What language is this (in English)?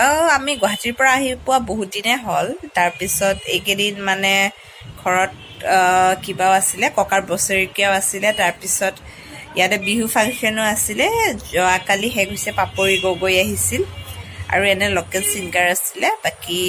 Assamese